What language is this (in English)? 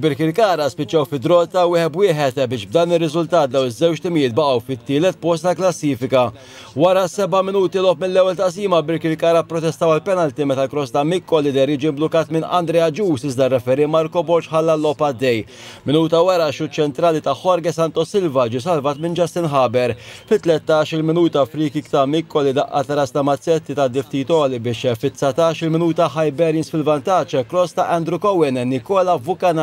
Maltese